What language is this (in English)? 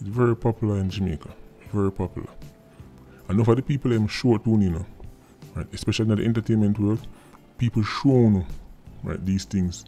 Jamaican Creole English